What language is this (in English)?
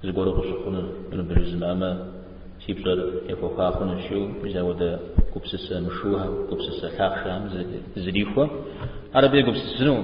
Kabardian